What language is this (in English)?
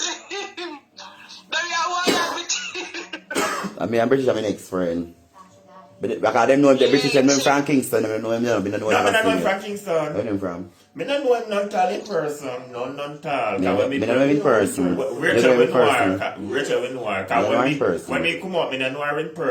Jamaican Creole English